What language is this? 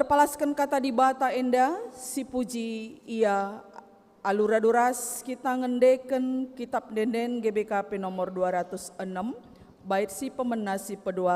Batak Karo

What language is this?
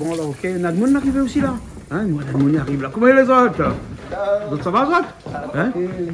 Réunion Creole French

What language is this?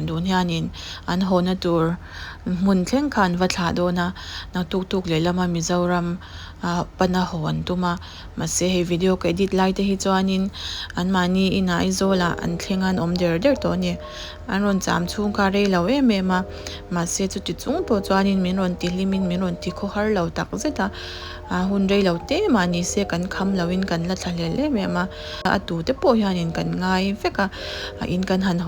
Mizo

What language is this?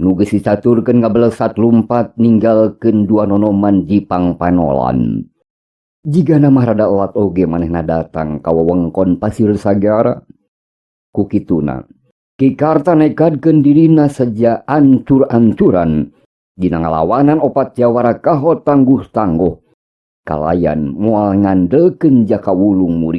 Sundanese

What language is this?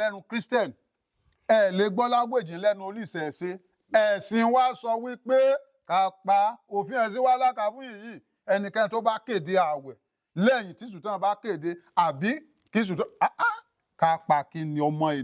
Yoruba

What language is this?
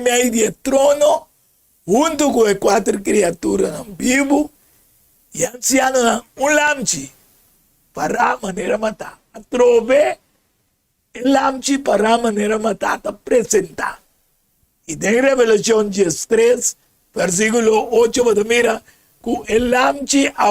Papiamento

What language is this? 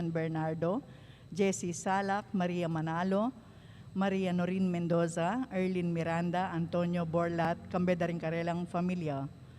Pampanga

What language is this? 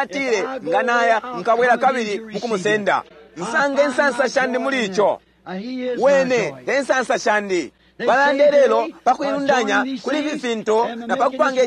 Bemba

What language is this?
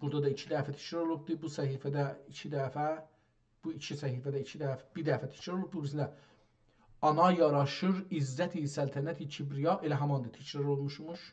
South Azerbaijani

